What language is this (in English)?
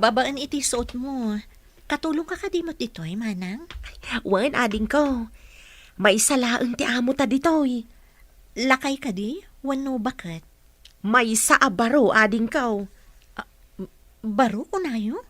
Iloko